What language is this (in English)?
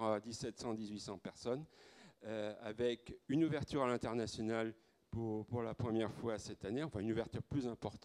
French